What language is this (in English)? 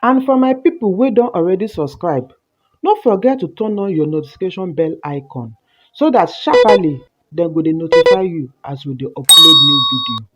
Nigerian Pidgin